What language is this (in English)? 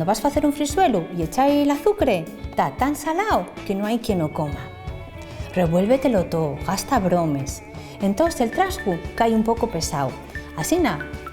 Asturian